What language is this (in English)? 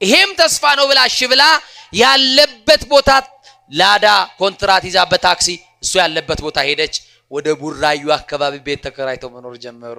Amharic